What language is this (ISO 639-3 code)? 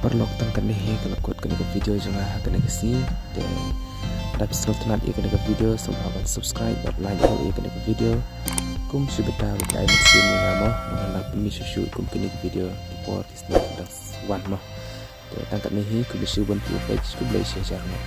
kha